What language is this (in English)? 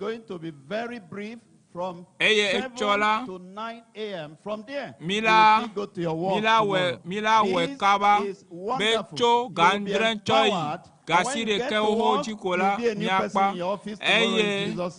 Ewe